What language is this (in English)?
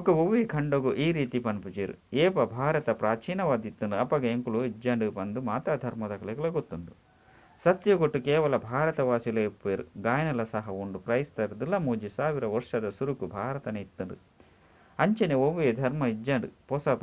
Tulu